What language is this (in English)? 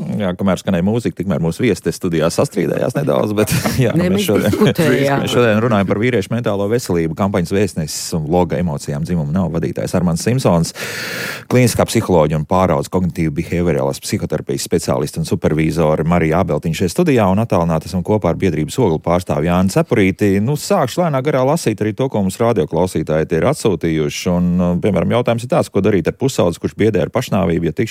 Latvian